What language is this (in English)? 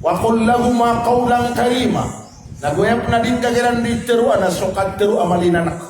Maranao